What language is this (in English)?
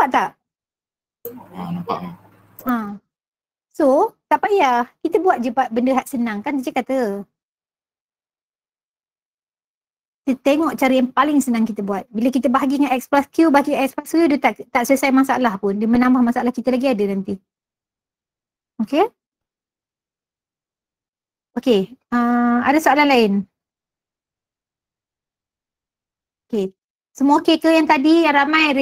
Malay